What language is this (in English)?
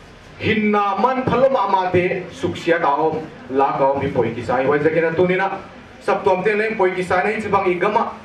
Paite Chin